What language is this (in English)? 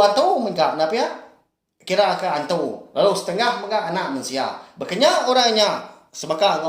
Iban